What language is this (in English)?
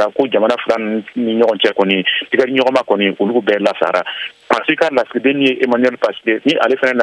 Bambara